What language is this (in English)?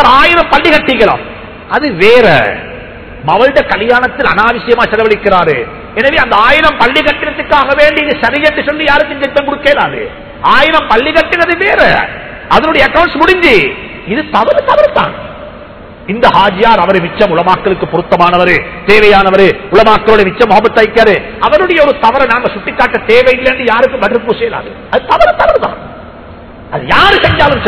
Tamil